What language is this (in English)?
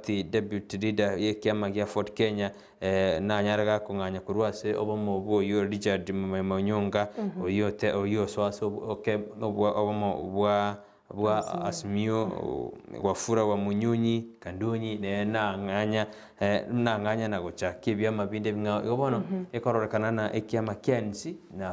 Gusii